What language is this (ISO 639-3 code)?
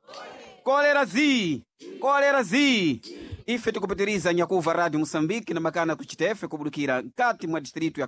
seh